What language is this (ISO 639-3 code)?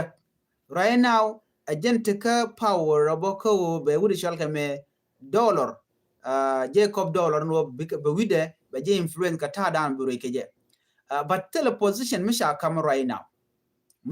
nus